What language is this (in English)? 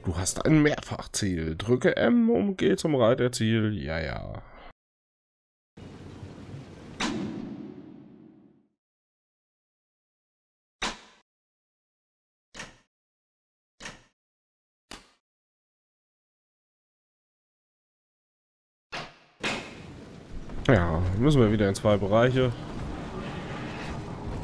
German